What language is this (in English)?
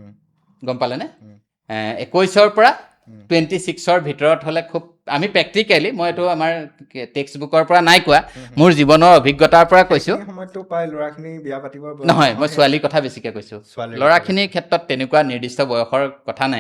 Assamese